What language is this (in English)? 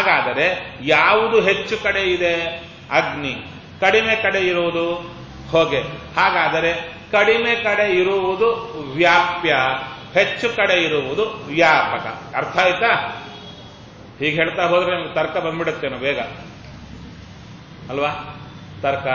Kannada